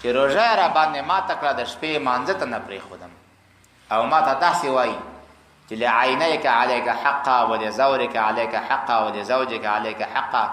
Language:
Pashto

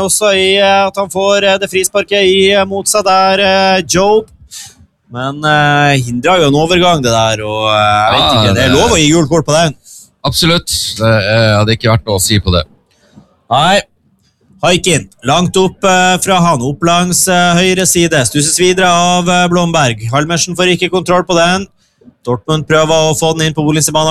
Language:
Norwegian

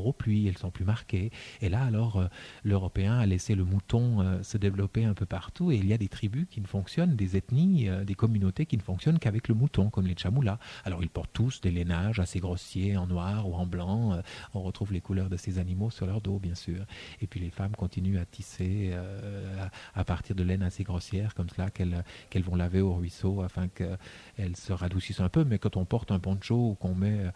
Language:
French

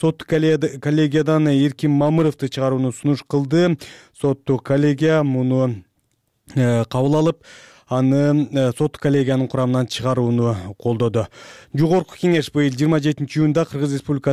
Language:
Kyrgyz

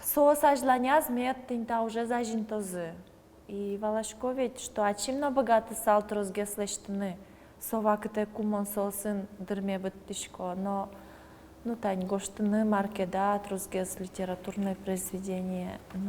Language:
Udmurt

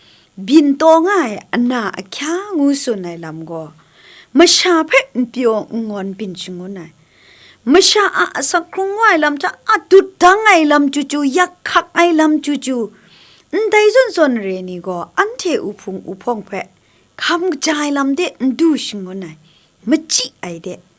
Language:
Kachin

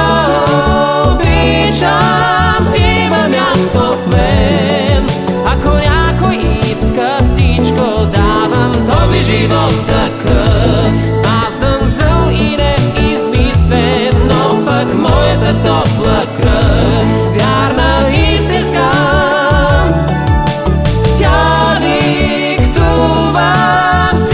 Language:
Bulgarian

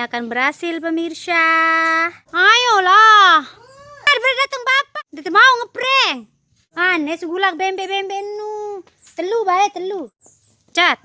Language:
Sasak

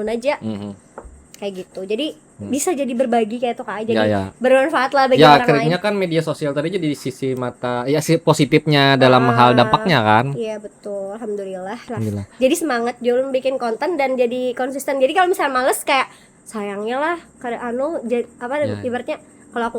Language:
Banjar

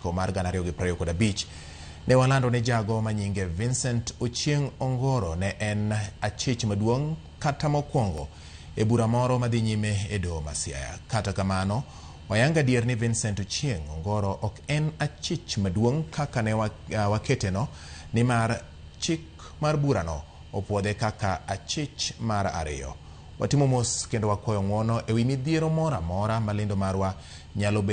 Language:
Luo (Kenya and Tanzania)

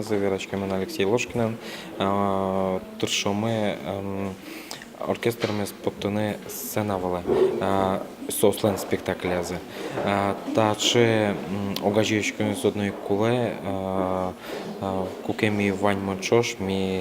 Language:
Udmurt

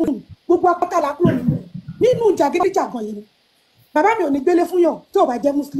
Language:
Yoruba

